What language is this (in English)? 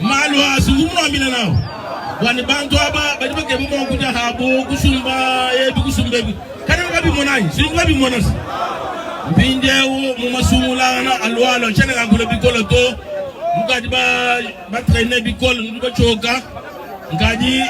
Luba-Lulua